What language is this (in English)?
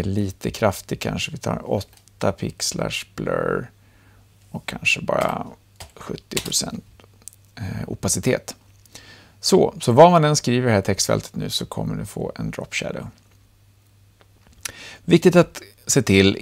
Swedish